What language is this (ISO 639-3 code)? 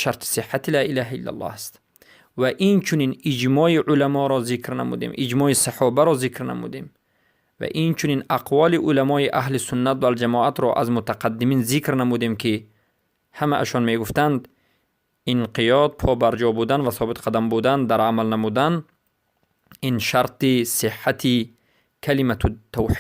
fas